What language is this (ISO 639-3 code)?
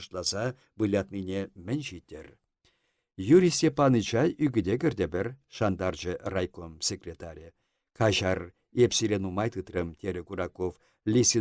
chv